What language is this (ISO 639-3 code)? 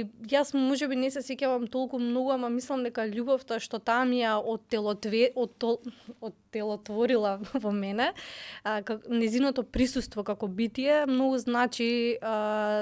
mkd